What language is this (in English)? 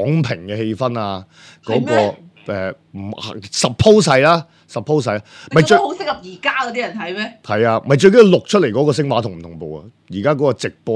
Cantonese